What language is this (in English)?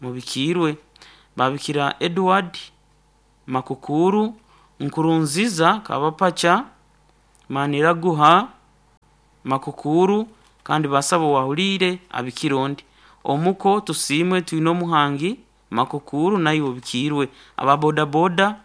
Nyankole